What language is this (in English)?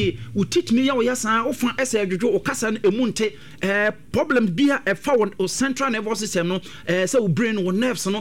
Akan